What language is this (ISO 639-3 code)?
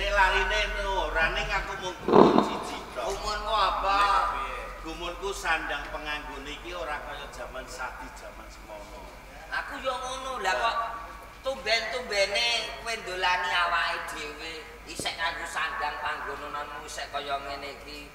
jav